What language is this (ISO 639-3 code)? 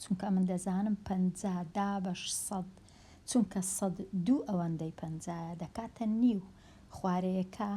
ckb